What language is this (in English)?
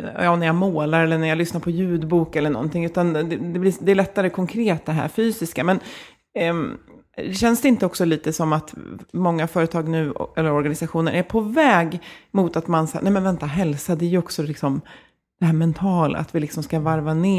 Swedish